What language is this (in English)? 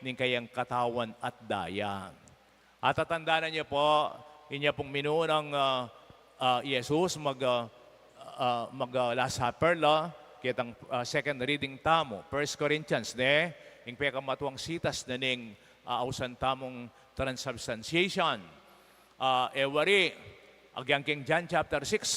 Pampanga